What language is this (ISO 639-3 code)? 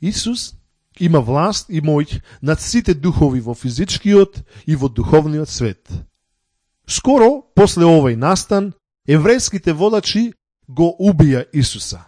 mkd